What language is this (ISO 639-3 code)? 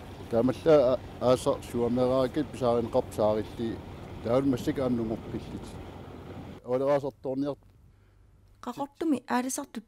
kal